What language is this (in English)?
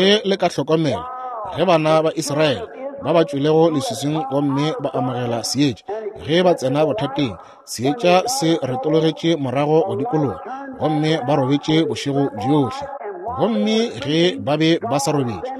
Northern Sotho